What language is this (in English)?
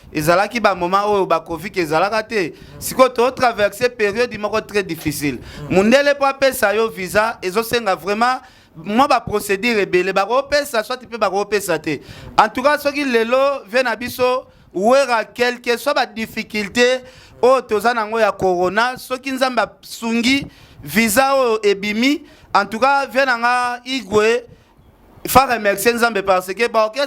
Lingala